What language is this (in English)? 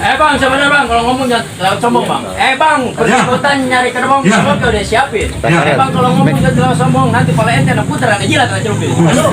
Betawi